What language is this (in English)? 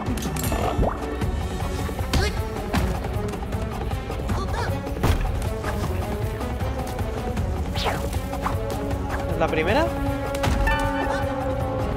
Spanish